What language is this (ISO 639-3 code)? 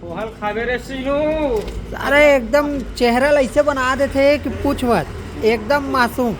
hne